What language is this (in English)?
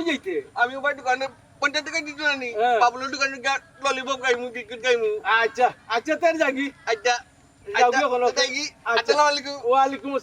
Sylheti